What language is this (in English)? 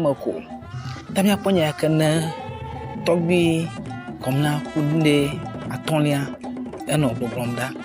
Ewe